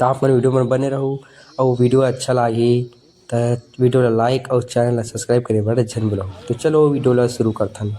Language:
Chhattisgarhi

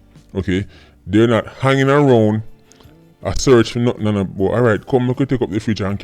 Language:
Jamaican Creole English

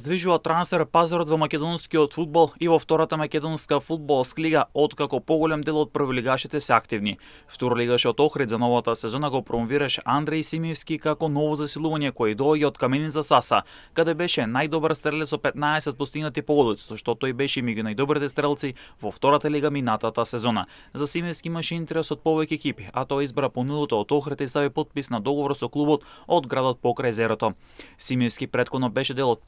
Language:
Macedonian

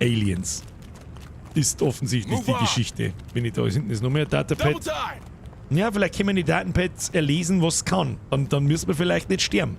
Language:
Bavarian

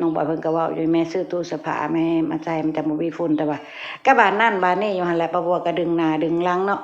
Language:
Lao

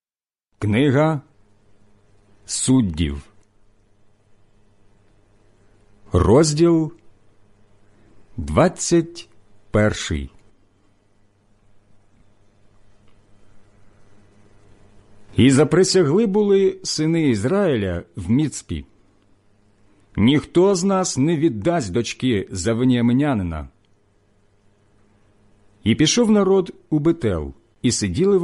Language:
Ukrainian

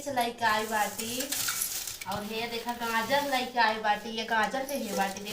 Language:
Awadhi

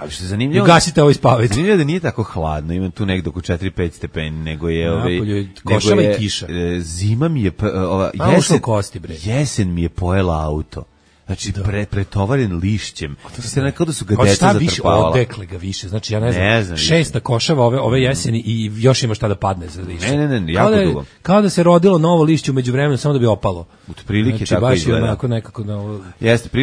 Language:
Serbian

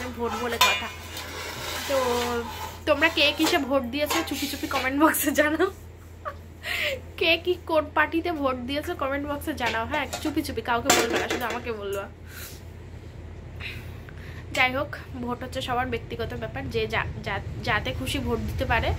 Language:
Bangla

